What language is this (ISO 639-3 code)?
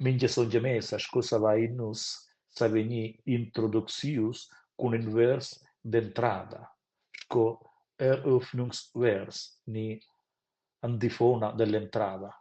roh